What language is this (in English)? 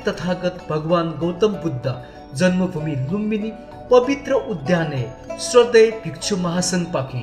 Newari